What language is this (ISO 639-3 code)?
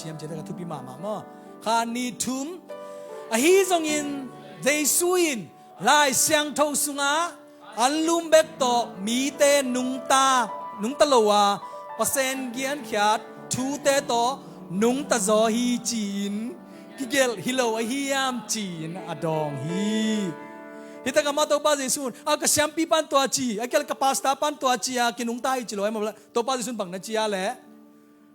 ctd